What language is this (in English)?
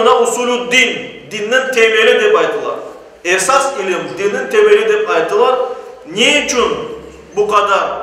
Crimean Tatar